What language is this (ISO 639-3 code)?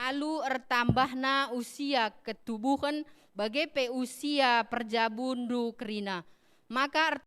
btx